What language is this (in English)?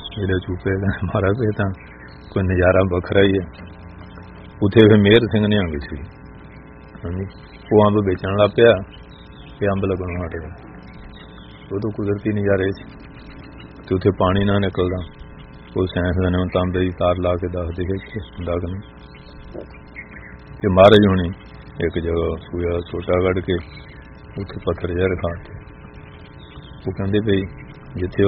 Punjabi